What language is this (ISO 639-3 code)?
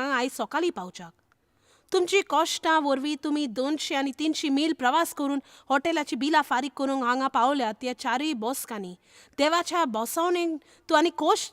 kok